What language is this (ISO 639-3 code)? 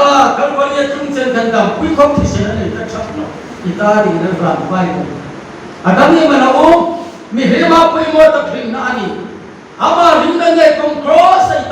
hmr